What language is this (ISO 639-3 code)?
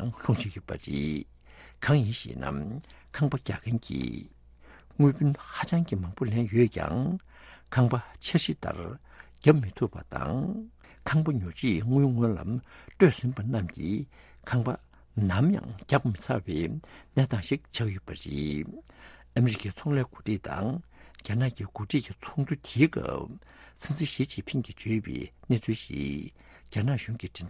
bod